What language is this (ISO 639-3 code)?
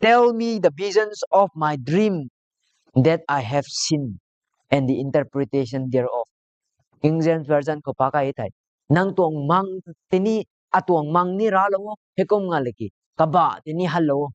nbu